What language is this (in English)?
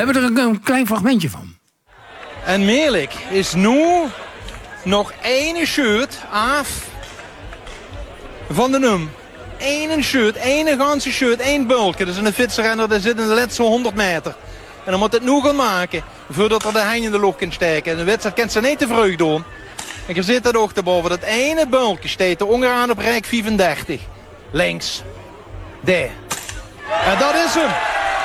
Dutch